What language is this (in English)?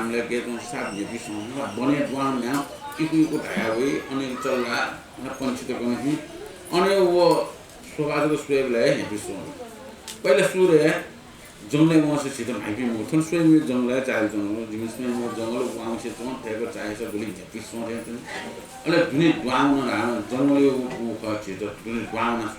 Newari